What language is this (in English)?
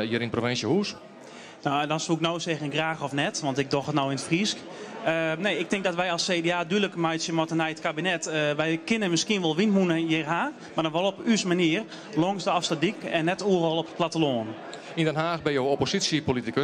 Western Frisian